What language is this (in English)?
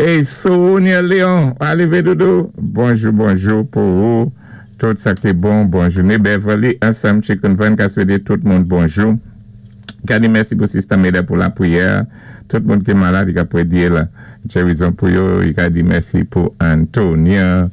Saint Lucian Creole French